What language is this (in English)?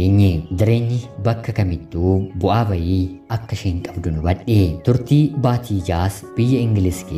Oromo